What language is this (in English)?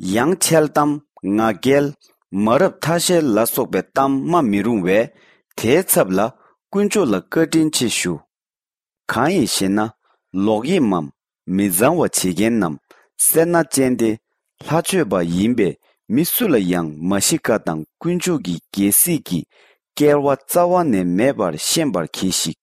Tibetan